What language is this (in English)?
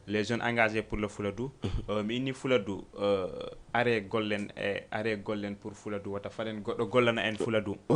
Fula